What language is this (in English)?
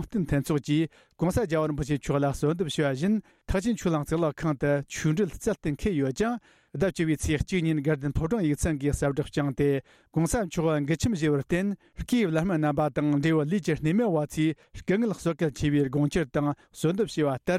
Tibetan